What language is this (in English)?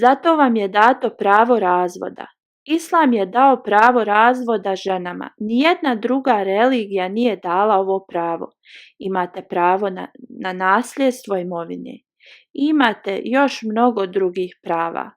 Bosnian